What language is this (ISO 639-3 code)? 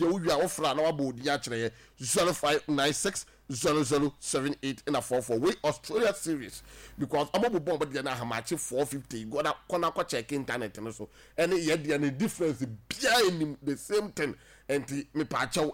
aka